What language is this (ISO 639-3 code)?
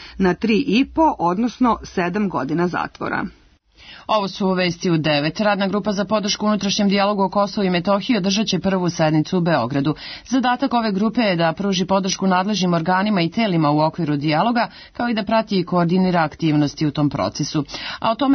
srp